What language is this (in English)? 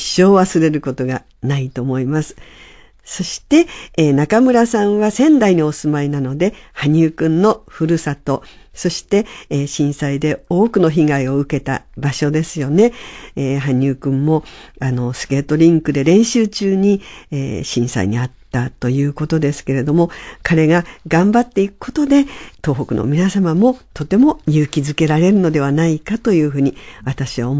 Japanese